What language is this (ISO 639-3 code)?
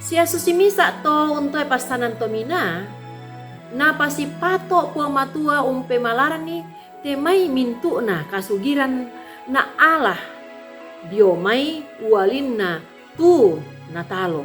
sda